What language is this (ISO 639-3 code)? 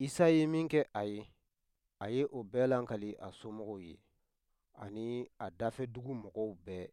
bam